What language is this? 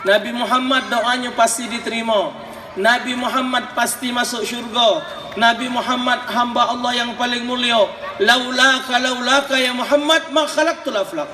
Musi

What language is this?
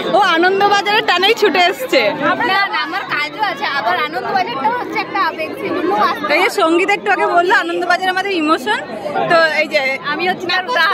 Bangla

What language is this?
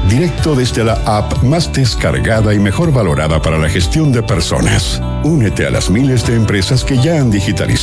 Spanish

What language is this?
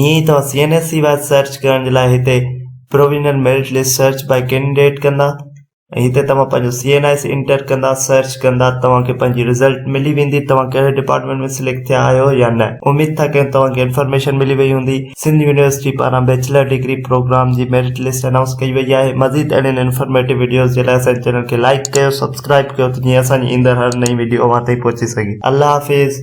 Sindhi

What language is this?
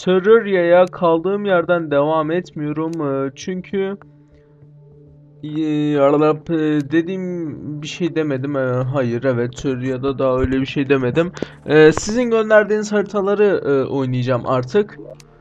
Turkish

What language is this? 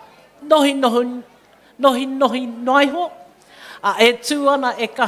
Māori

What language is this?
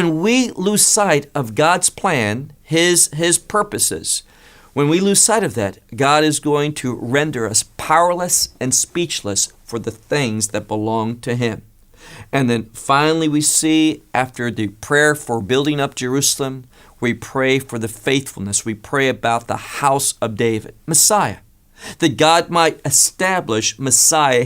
English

